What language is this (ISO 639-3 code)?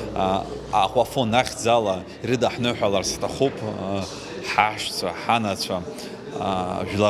abk